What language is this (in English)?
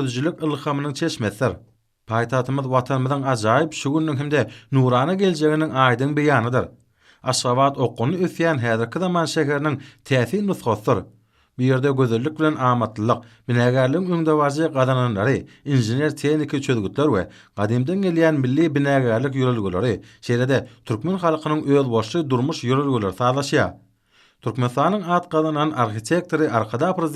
Turkmen